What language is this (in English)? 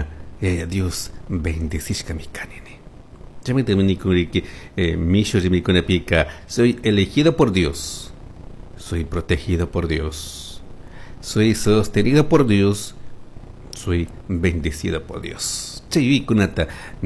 Chimborazo Highland Quichua